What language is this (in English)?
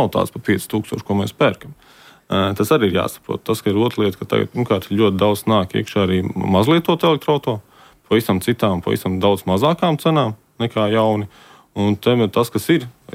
Latvian